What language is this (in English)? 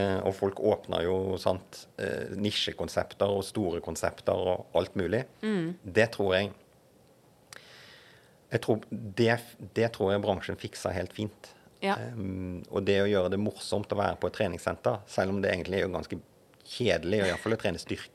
Norwegian